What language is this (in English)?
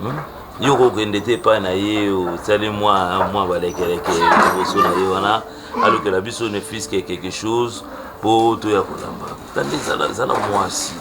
Lingala